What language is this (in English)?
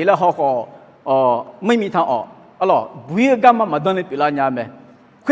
Akha